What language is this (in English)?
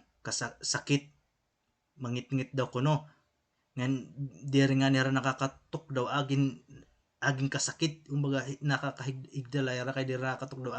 Waray